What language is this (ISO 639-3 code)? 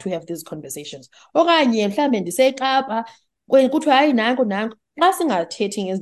xho